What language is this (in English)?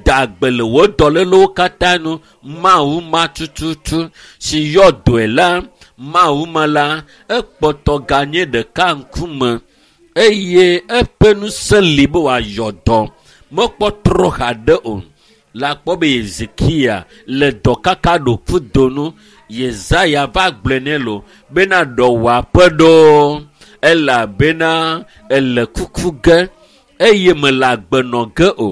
Ewe